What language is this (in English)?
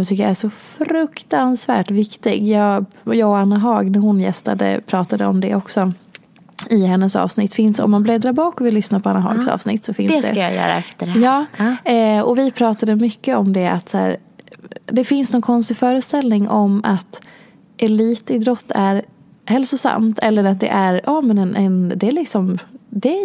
Swedish